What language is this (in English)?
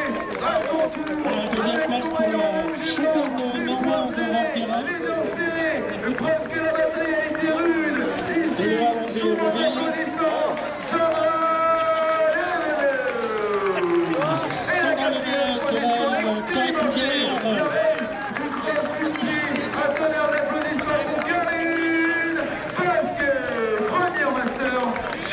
French